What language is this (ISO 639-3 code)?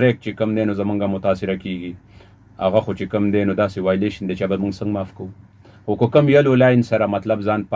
pus